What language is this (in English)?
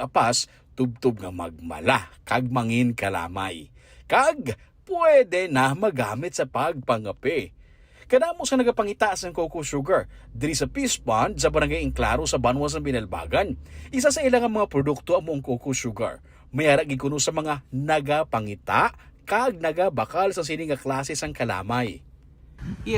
Hiligaynon